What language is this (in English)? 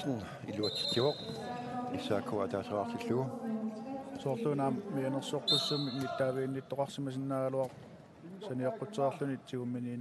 Kalaallisut